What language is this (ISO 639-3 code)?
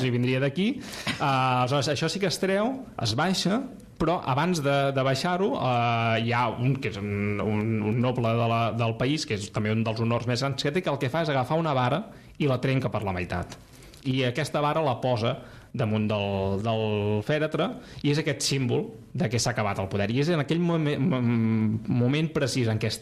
cat